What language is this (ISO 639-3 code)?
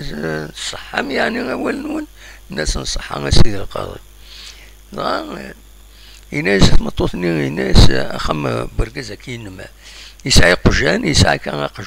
kab